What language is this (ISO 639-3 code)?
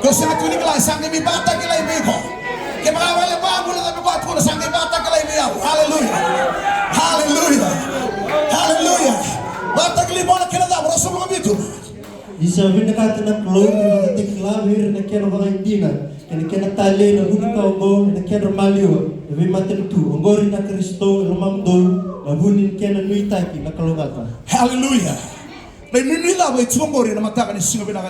fij